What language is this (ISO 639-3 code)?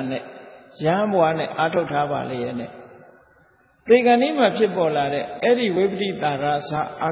mya